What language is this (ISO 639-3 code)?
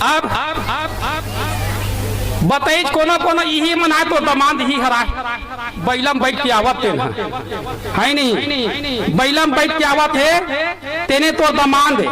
hne